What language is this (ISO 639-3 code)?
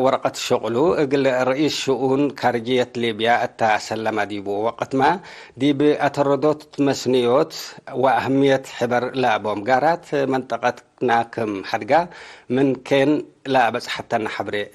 tig